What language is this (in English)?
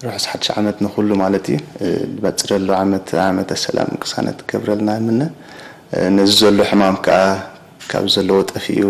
Tigrinya